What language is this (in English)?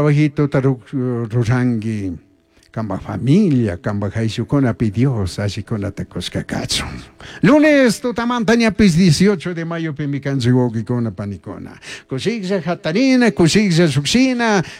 Chimborazo Highland Quichua